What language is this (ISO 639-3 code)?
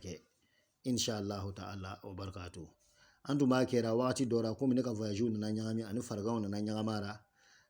bam